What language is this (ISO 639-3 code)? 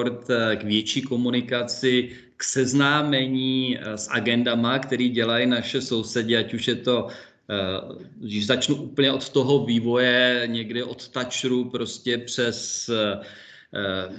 ces